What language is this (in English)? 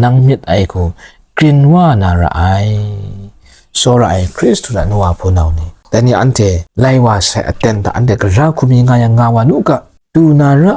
Kachin